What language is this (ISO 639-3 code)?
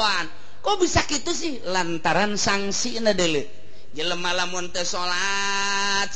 sun